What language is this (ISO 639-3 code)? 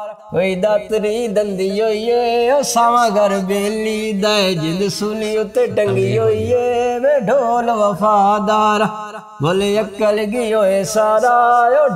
pan